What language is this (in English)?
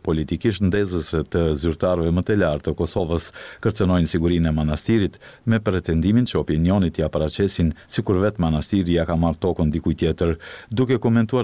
Albanian